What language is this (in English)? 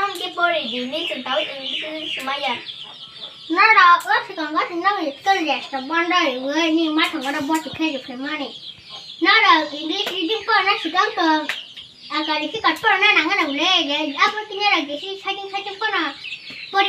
Kok Borok